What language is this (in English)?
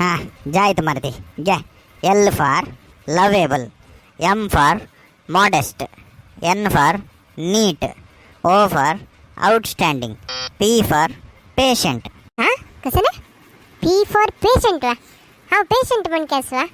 Konkani